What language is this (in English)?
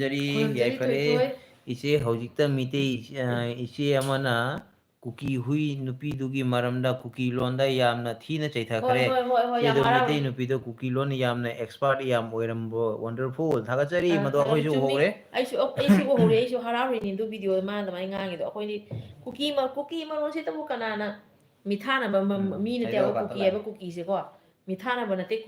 Manipuri